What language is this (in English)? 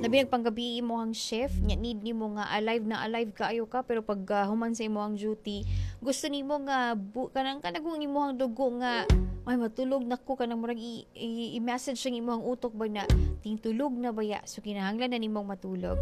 Cebuano